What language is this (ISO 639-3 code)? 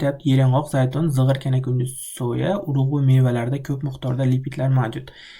uzb